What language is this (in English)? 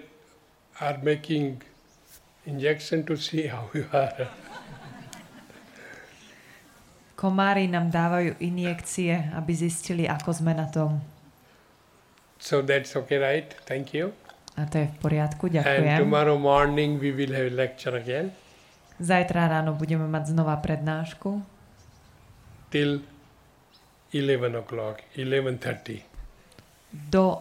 Slovak